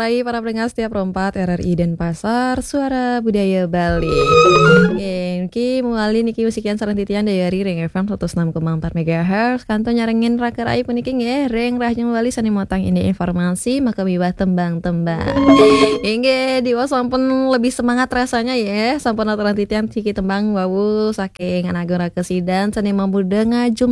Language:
Balinese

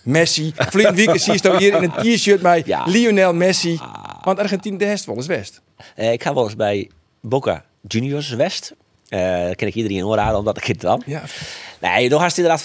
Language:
Western Frisian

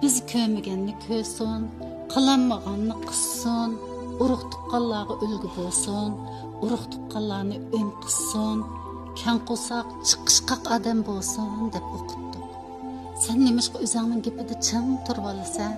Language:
Uyghur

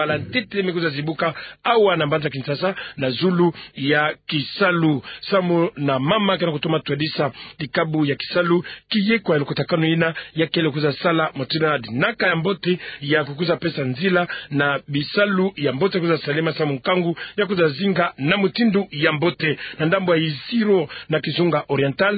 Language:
Kituba (Democratic Republic of Congo)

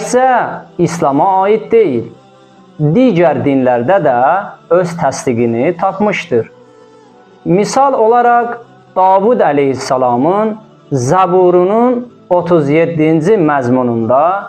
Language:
Azerbaijani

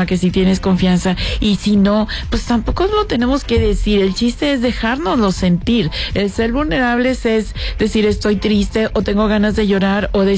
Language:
Spanish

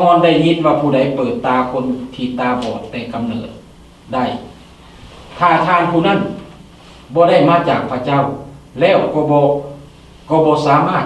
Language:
Lao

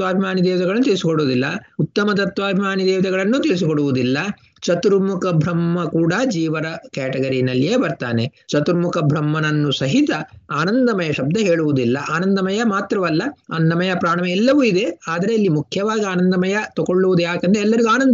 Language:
Kannada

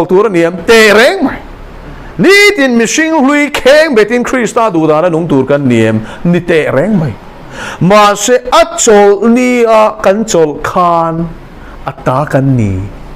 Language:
Mizo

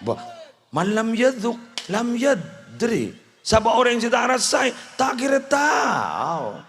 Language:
Madurese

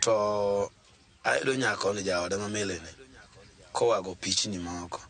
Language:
Luo (Kenya and Tanzania)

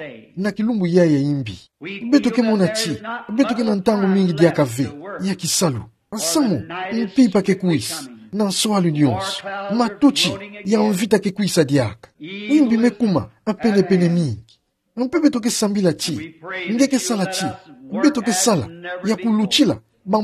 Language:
Kituba (Democratic Republic of Congo)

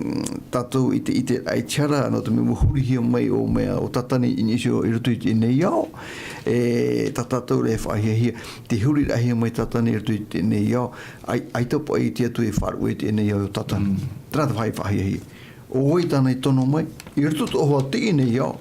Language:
Tahitian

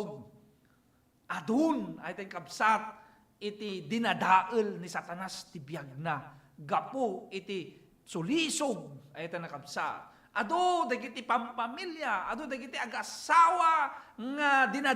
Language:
Iloko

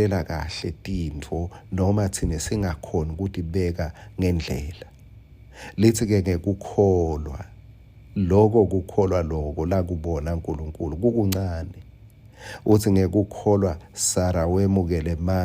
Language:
Swati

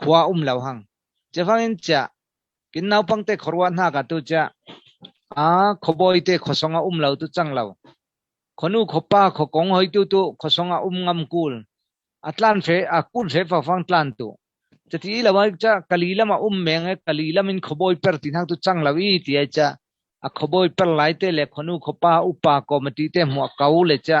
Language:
Falam Chin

